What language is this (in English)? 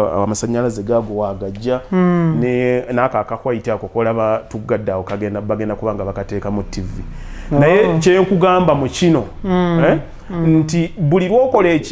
Ganda